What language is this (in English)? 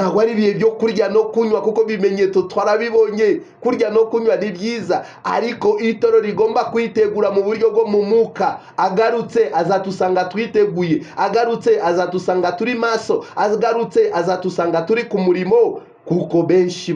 Kinyarwanda